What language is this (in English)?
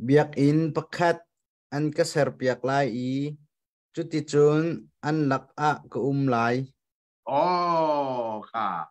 Hakha Chin